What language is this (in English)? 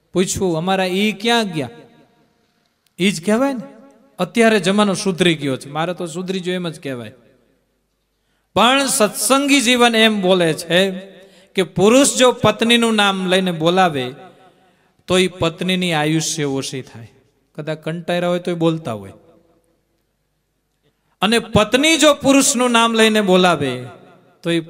Gujarati